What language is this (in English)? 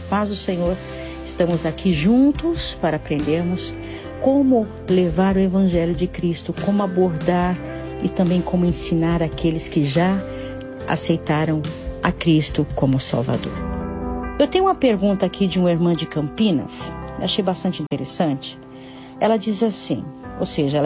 Portuguese